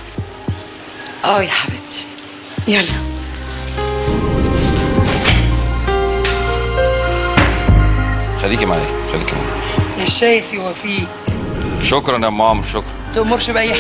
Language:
Egyptian Arabic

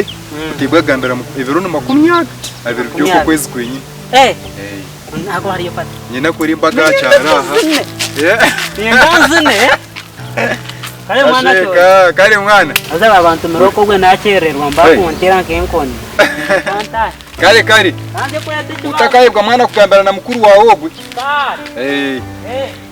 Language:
Nyankole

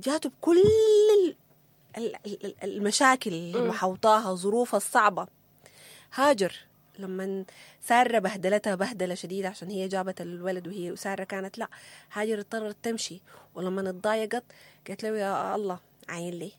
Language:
Sudanese Arabic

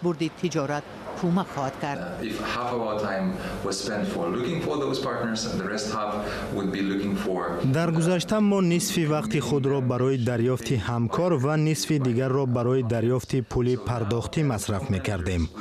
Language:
Tajik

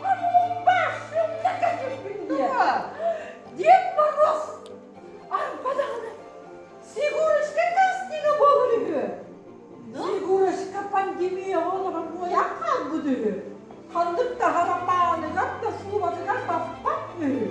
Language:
Yakut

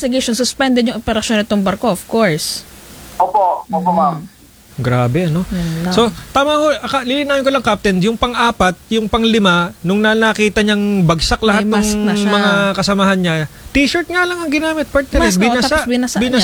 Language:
Filipino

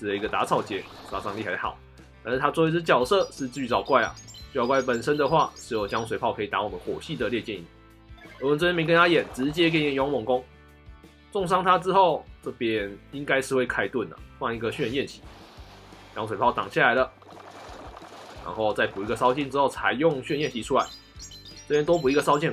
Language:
Chinese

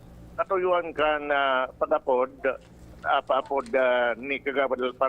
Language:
Bikol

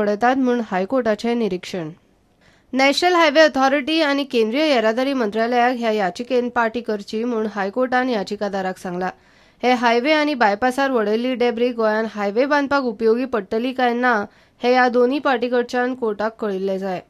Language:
Konkani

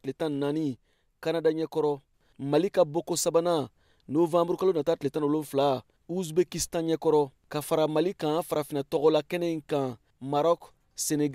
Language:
Bambara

